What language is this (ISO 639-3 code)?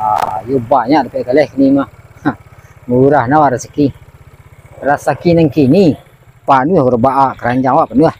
min